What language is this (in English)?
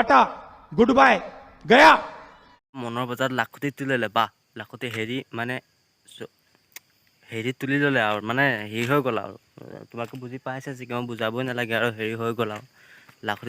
Assamese